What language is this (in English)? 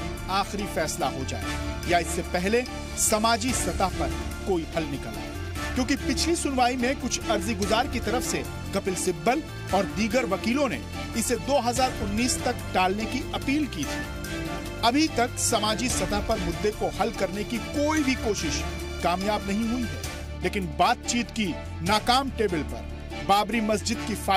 Hindi